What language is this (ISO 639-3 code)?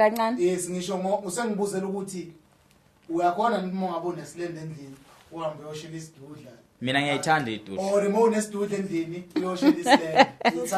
zul